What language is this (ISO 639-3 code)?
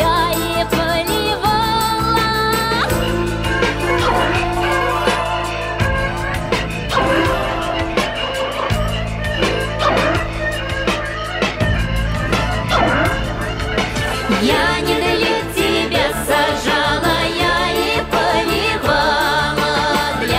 rus